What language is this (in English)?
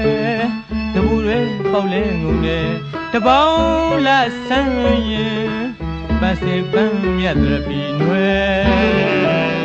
Burmese